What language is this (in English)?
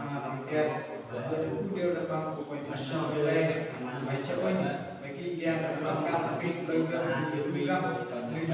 Central Mnong